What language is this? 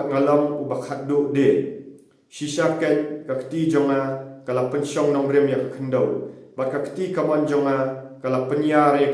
Khasi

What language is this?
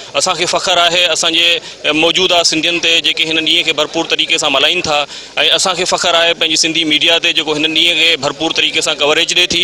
Sindhi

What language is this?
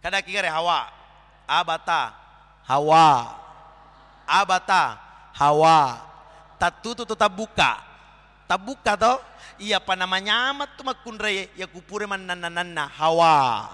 Buginese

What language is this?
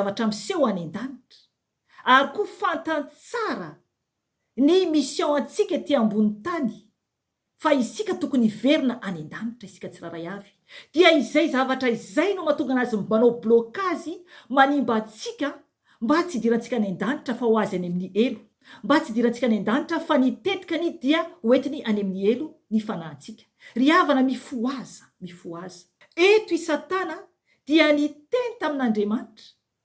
Malagasy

